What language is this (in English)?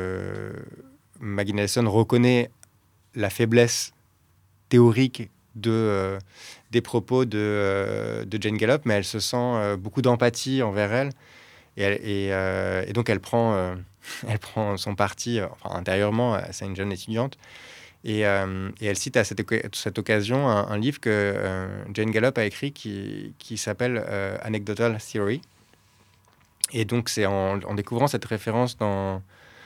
French